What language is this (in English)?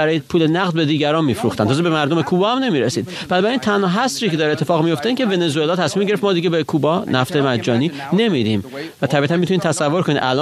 Persian